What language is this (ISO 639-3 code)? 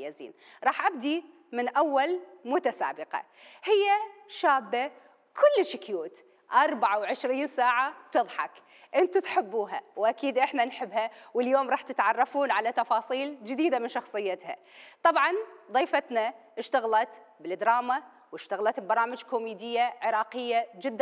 acm